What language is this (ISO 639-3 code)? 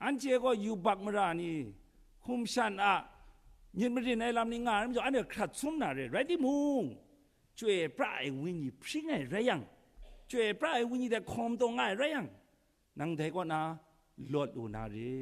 kac